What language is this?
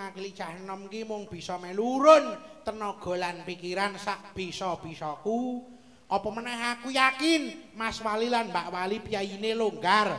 Javanese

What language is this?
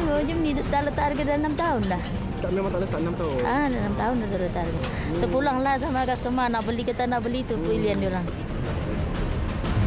Malay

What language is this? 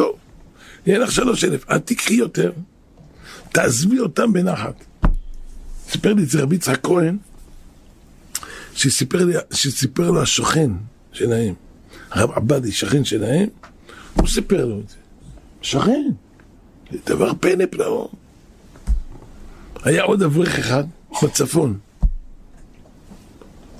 Hebrew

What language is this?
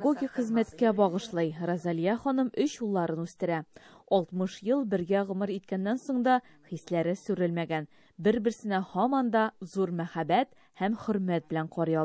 Tatar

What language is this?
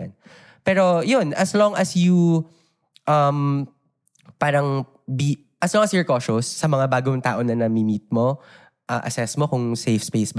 Filipino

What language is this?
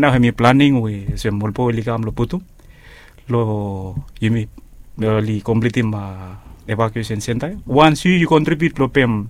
Bislama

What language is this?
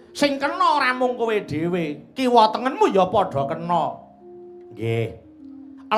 Javanese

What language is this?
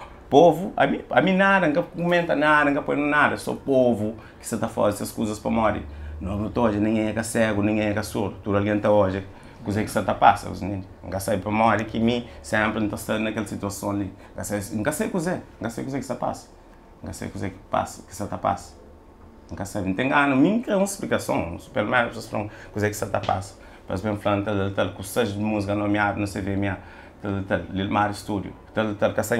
Kabuverdianu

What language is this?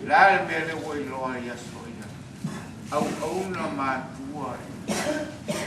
Samoan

